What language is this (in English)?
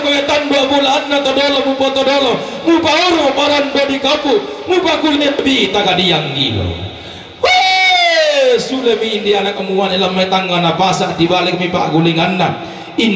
Toraja-Sa'dan